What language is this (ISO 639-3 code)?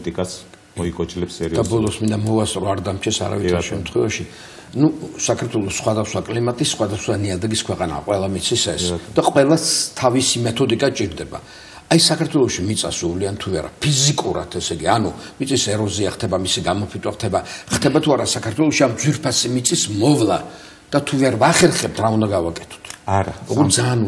kat